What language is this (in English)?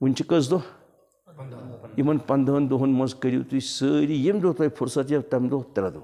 Kashmiri